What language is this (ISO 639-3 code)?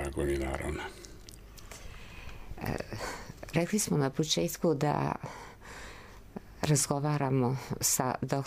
srp